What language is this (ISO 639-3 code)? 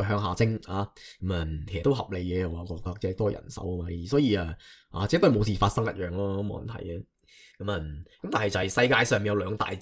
yue